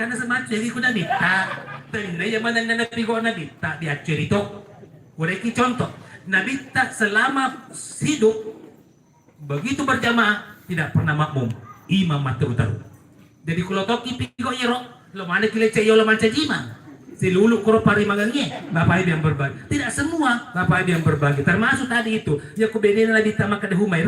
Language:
Buginese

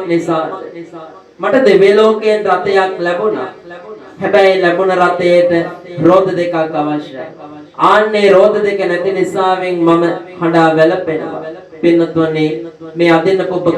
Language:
Sinhala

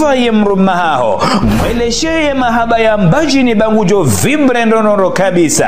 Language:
Ngazidja Comorian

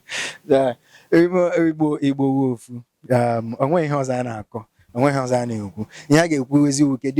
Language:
Igbo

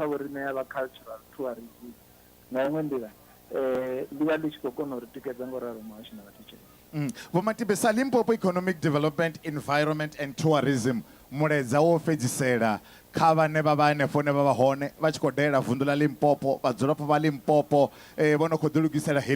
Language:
Venda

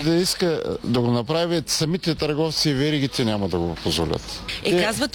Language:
Bulgarian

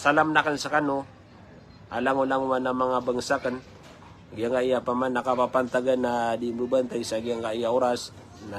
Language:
Maranao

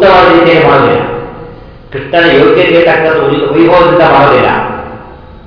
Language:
Kannada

